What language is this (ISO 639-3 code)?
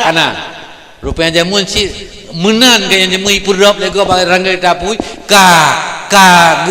ace